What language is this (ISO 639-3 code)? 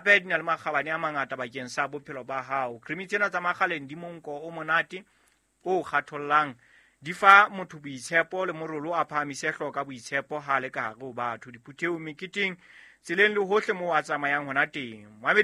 sot